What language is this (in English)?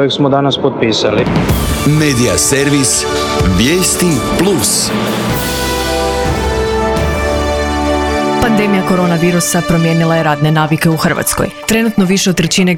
Croatian